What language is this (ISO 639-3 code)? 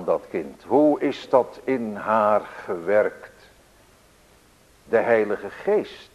nld